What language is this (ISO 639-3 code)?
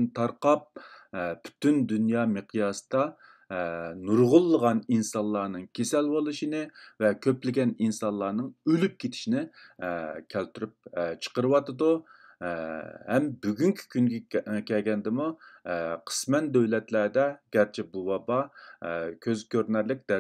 uig